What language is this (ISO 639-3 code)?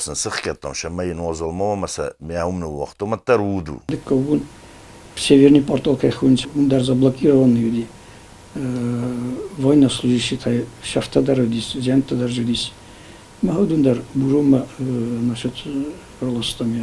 oss